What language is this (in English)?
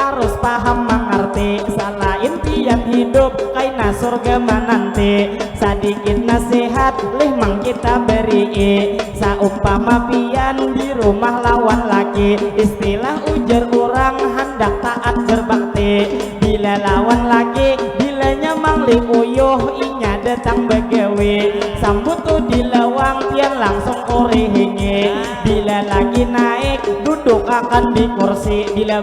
Banjar